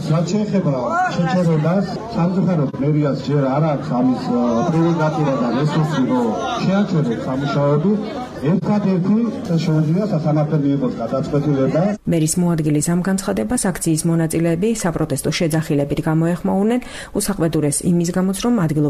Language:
Georgian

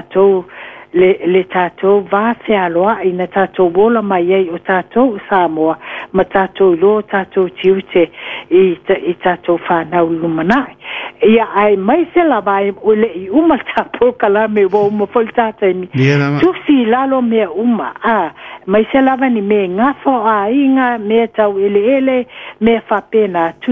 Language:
Samoan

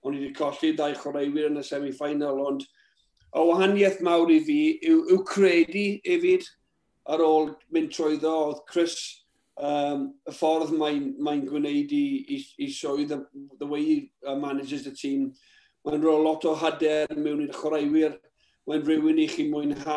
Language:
Welsh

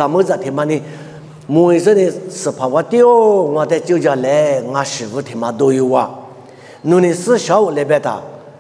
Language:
Lisu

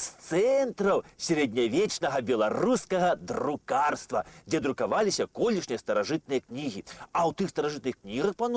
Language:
Belarusian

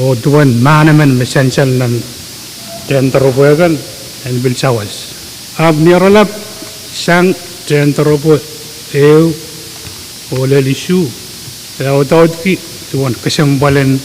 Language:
Pohnpeian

